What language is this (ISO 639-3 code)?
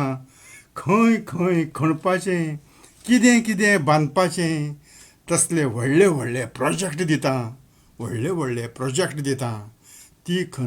kok